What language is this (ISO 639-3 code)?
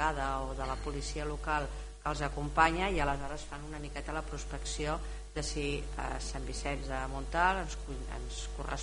cat